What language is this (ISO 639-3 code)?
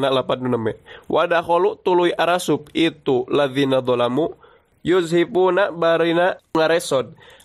sun